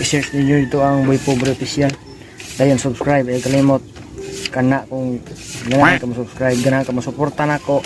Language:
Cebuano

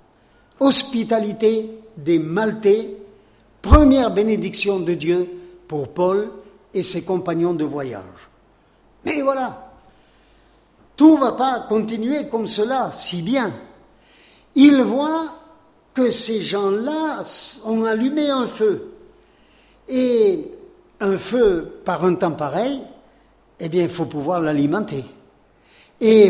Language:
French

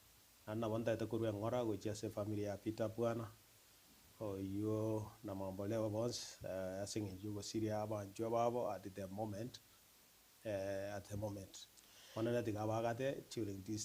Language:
Gusii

